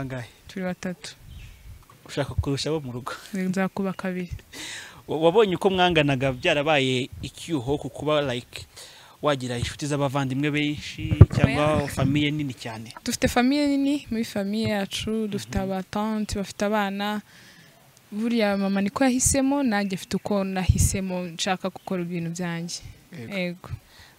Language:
Kinyarwanda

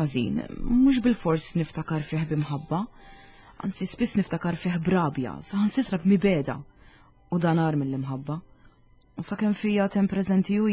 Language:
Maltese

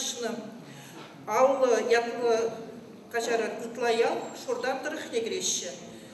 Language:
Chuvash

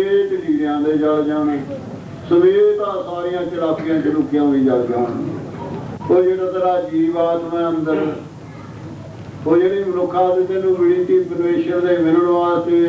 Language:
Punjabi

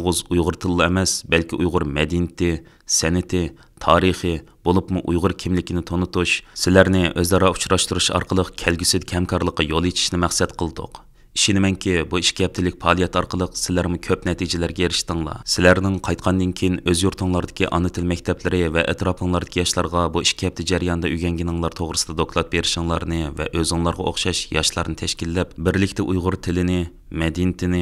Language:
Uyghur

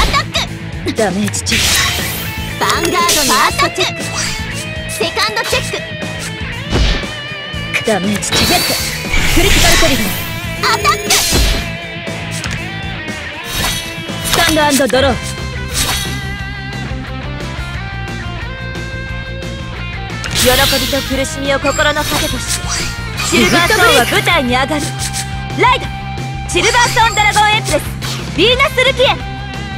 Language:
Japanese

